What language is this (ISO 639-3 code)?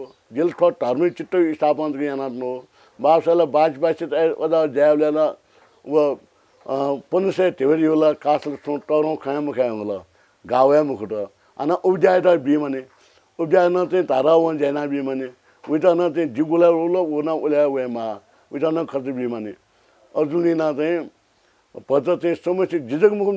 new